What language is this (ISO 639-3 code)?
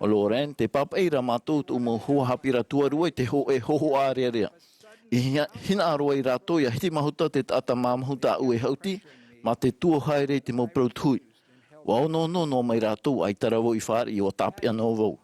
tah